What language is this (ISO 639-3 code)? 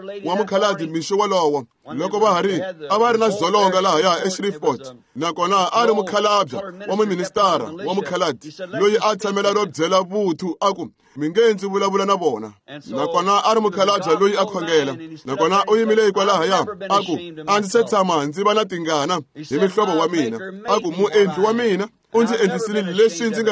tso